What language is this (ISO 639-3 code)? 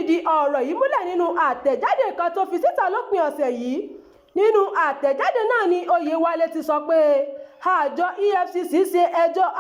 yor